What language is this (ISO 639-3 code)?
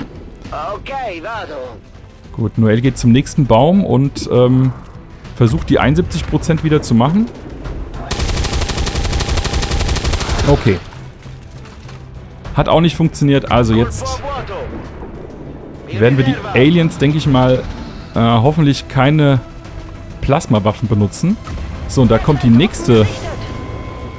deu